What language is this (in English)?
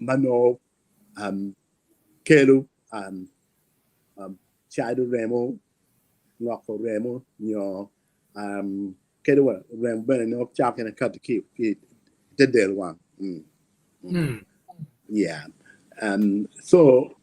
Acoli